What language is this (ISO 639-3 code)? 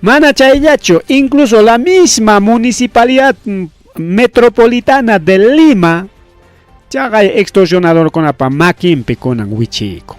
quy